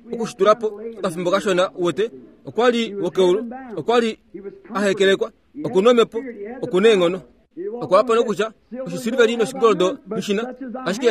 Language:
Kuanyama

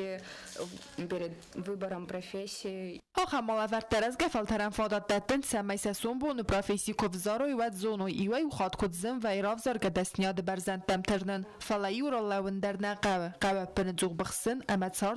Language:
Ossetic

